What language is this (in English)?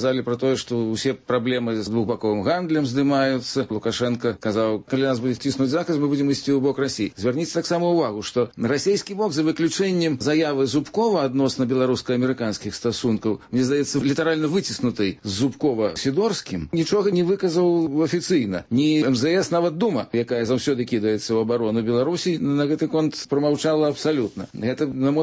Belarusian